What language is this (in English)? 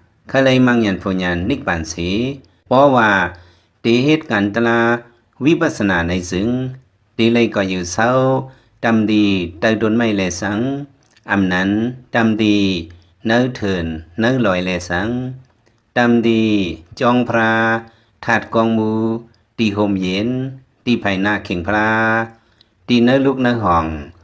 Lao